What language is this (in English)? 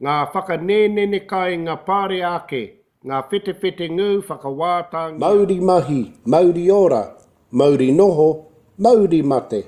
Māori